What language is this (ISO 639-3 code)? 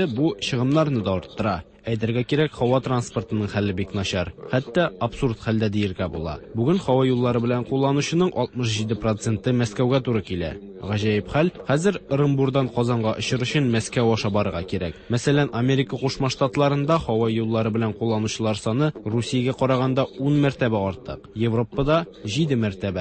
tat